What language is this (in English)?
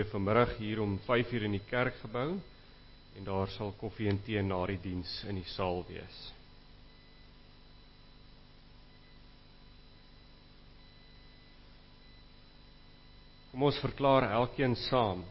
Afrikaans